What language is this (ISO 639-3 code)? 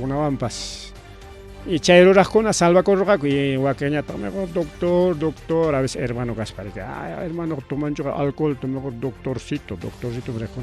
quy